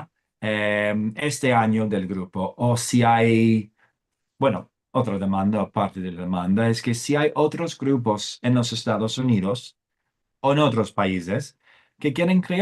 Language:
Ladino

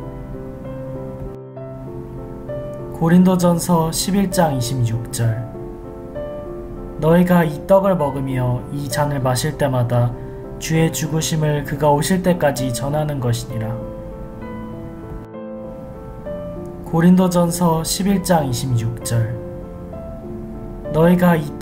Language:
Korean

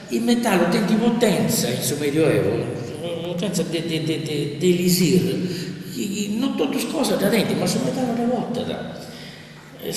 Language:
Sardinian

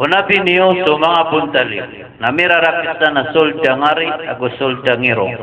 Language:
Maranao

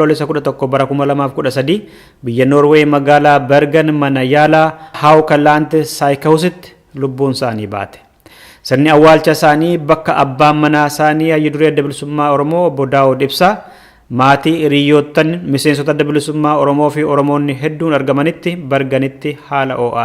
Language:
Oromo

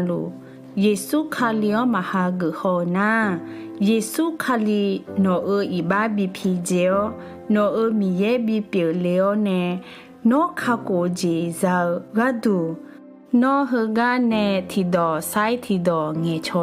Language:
Akha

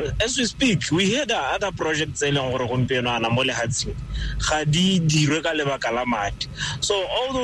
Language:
Tswana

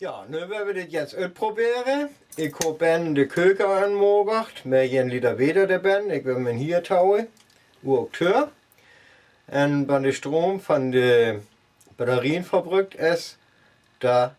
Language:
Northern Frisian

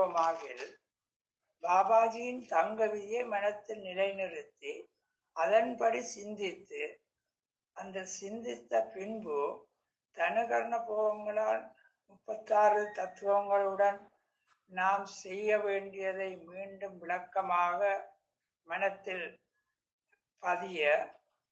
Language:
Tamil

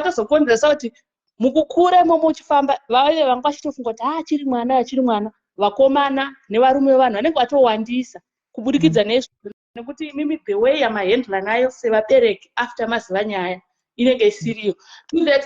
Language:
Shona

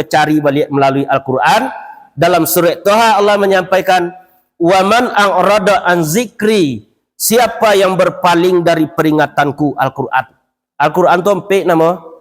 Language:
Minangkabau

